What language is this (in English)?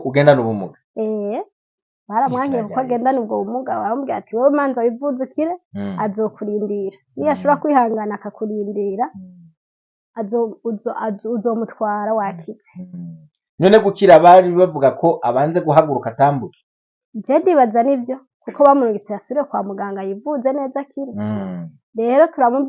Rundi